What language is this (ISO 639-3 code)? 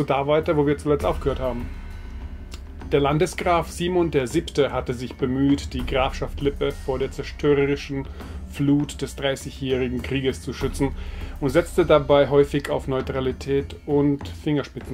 deu